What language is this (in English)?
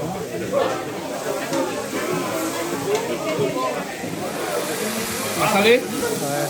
Réunion Creole French